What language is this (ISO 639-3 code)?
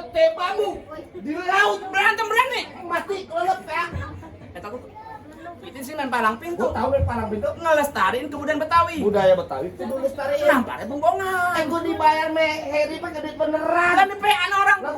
bew